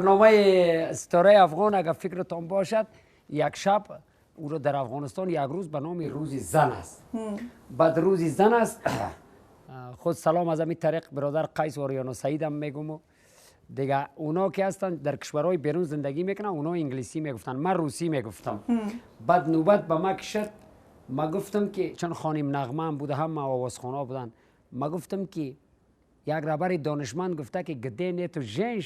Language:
Tajik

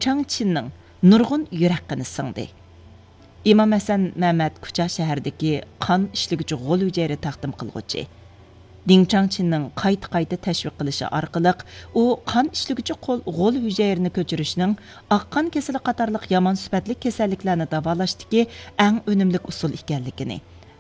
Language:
Uyghur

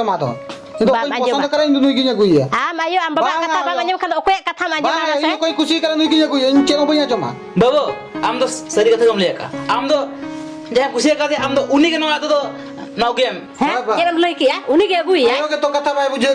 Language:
Santali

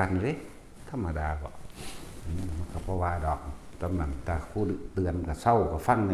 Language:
Northeastern Thai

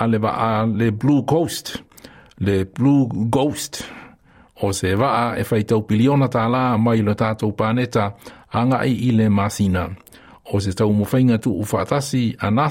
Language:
Samoan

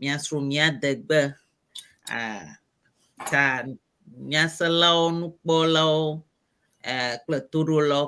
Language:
Ewe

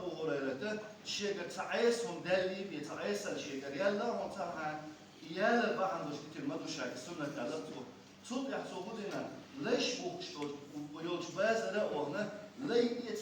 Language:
Chechen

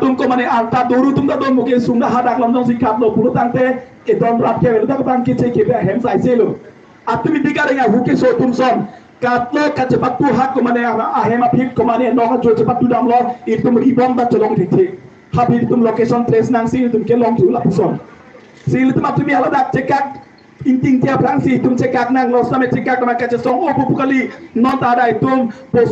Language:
Karbi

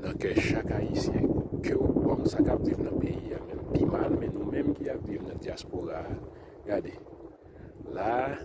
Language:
Haitian Creole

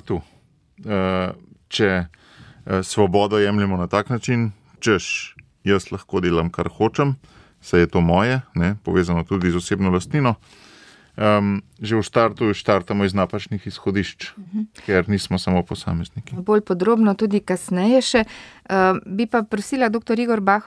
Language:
Slovenian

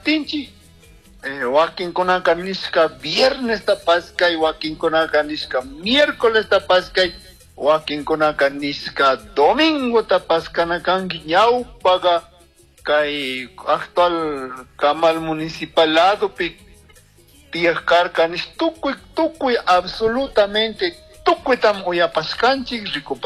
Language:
Chimborazo Highland Quichua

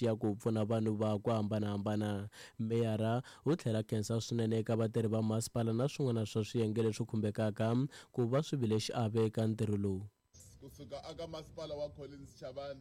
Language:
Tsonga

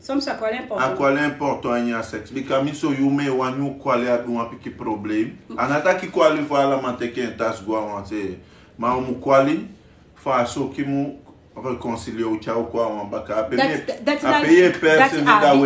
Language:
Sranan Tongo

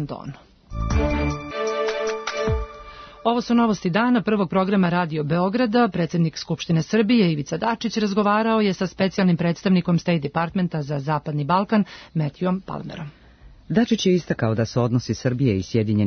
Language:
Serbian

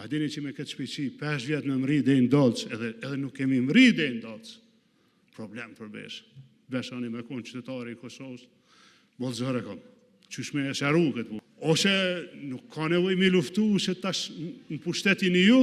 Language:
Albanian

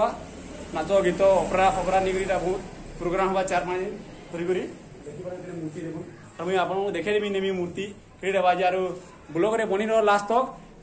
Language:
Odia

